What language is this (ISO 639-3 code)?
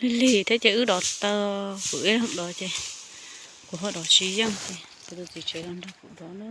hmn